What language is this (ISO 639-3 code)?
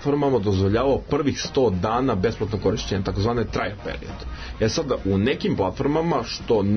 srp